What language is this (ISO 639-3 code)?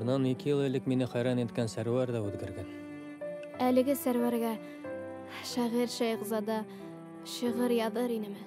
bak